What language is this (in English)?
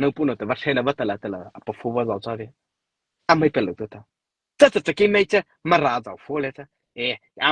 Mara Chin